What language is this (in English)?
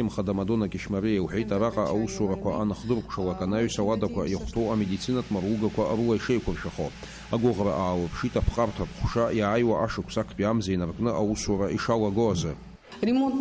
Abkhazian